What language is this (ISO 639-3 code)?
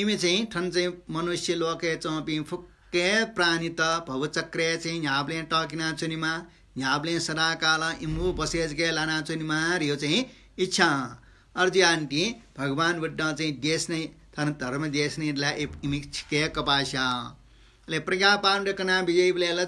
new